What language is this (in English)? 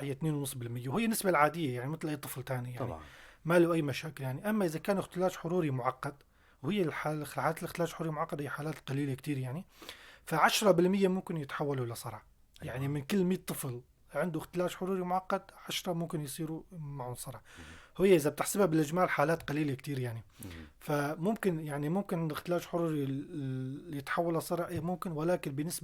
North Levantine Arabic